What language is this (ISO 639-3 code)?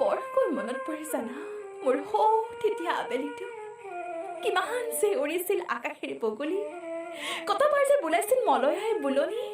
asm